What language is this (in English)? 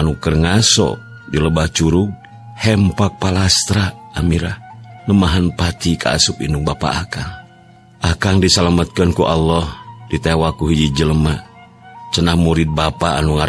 Sundanese